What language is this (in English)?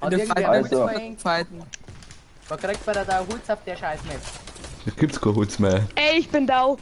Bavarian